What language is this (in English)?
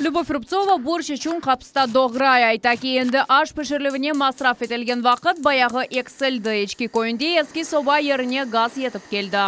Crimean Tatar